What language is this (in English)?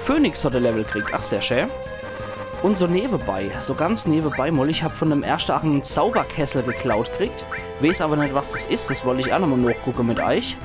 Palatine German